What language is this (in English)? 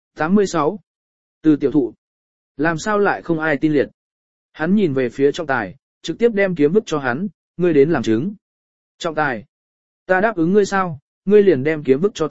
Vietnamese